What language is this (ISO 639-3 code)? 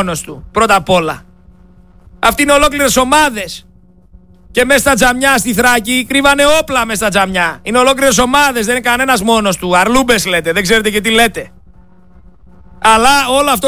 ell